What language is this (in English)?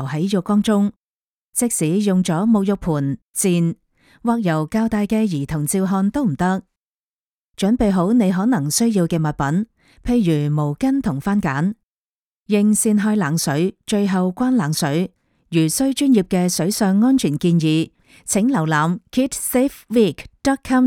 Cantonese